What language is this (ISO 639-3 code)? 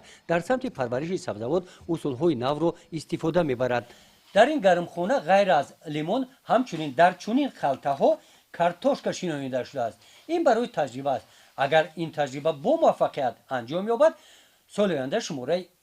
tgk